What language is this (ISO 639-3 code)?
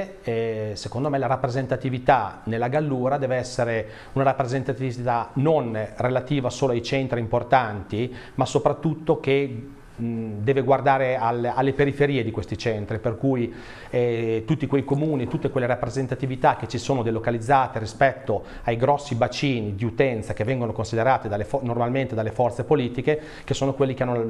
ita